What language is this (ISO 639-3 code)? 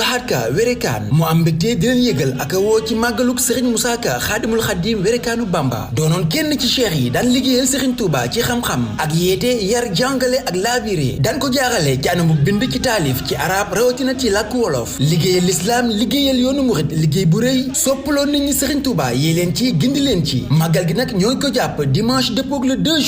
wol